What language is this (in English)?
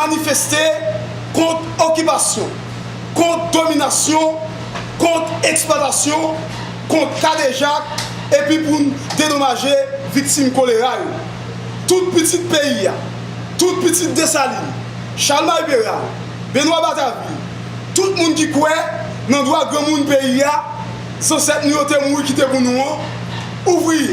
Haitian Creole